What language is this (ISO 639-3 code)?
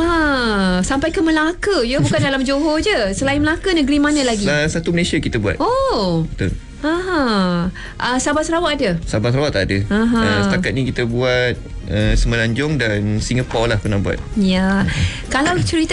msa